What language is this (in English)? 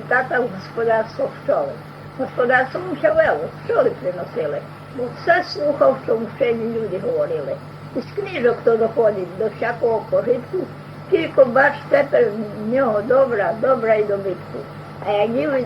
Rusyn